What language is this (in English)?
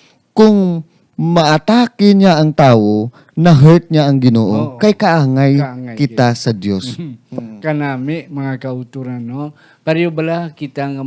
Hiligaynon